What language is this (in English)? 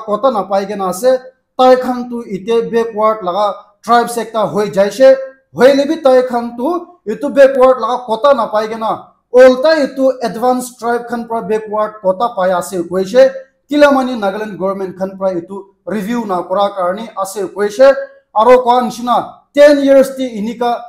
Naga Pidgin